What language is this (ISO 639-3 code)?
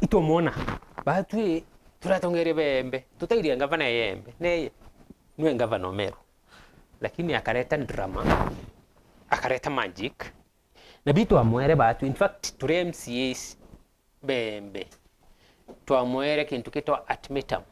mer